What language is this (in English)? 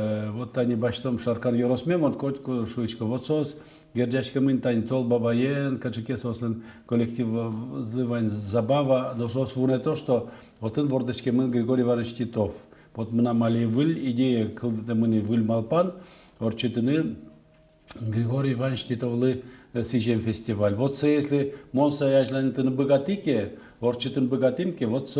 Udmurt